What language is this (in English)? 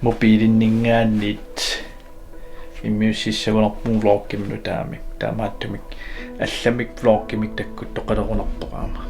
Kalaallisut